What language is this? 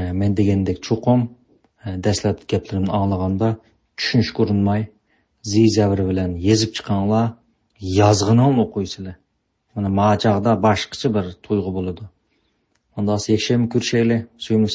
Uyghur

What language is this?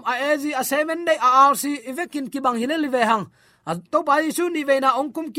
Tedim Chin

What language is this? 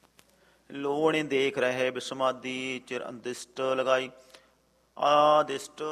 Punjabi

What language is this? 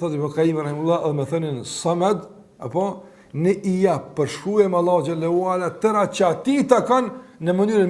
Albanian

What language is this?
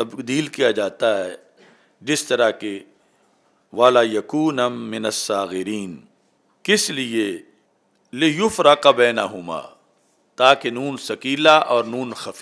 Urdu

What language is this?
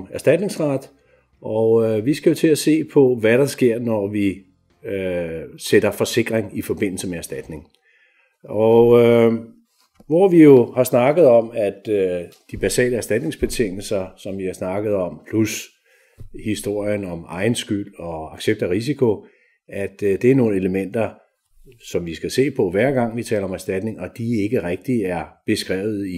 Danish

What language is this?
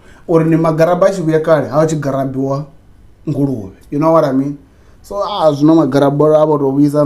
Venda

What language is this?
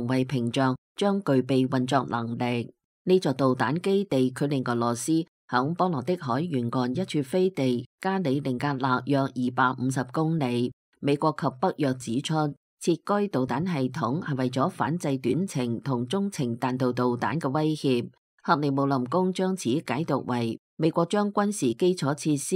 Cantonese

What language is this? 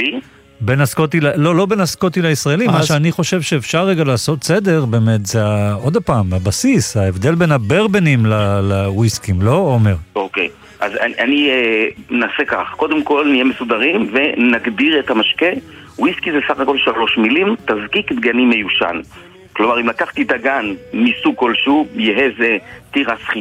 Hebrew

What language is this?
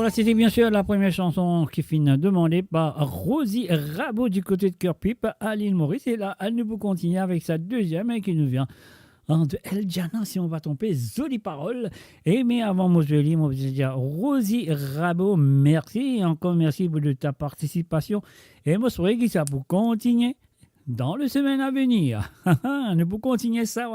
Morisyen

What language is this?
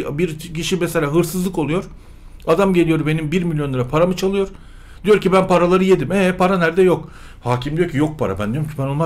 Turkish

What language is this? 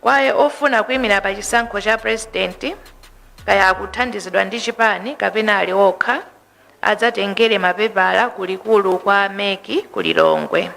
Nyanja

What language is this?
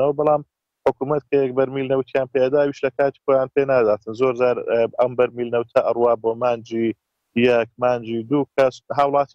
Central Kurdish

